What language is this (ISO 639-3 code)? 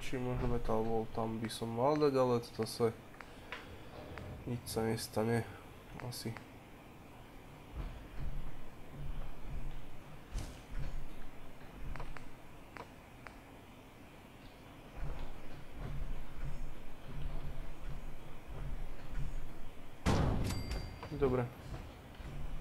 slk